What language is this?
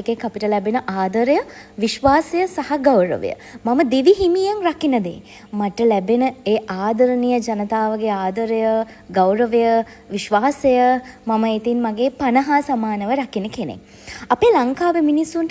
Sinhala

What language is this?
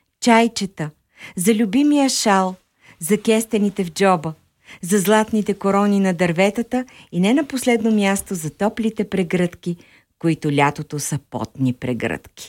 Bulgarian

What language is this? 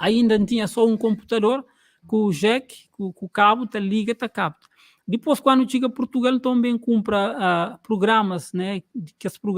Kabuverdianu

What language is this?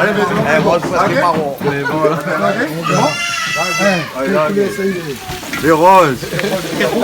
Réunion Creole French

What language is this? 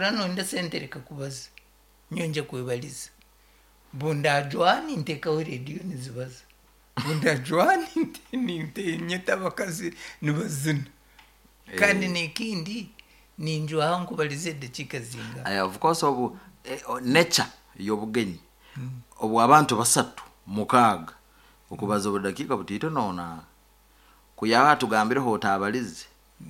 Nyoro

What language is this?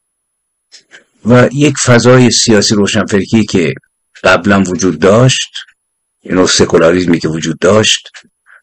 Persian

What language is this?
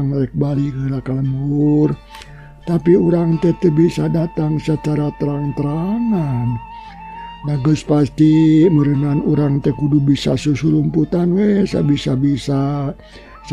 Sundanese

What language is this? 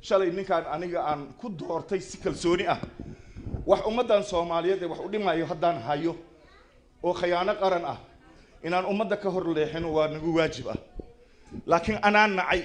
Somali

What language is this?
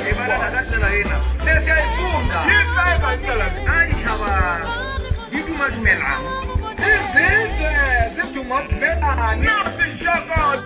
Northern Sotho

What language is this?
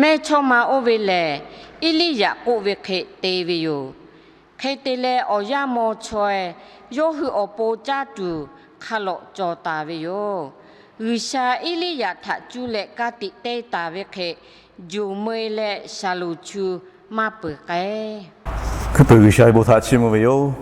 Lahu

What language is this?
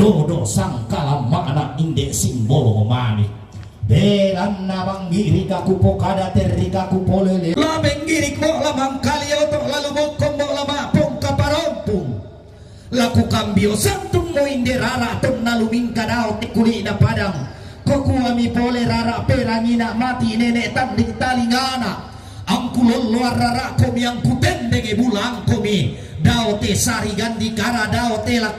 Toraja-Sa'dan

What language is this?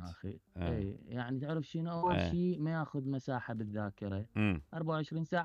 Mesopotamian Arabic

